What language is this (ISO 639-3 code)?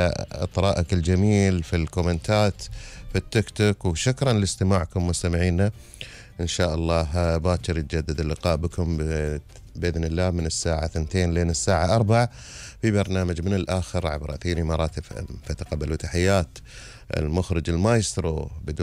afb